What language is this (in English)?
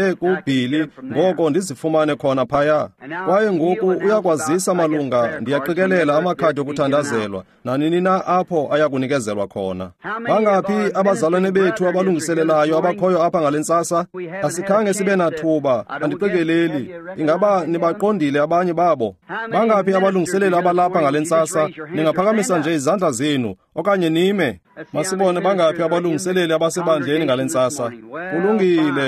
Xhosa